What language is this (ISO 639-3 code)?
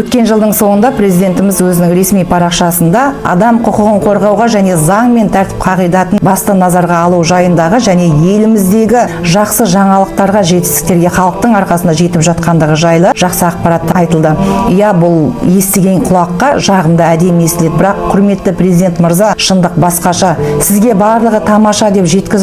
kaz